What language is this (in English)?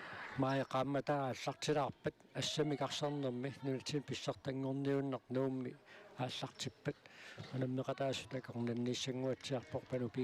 Kalaallisut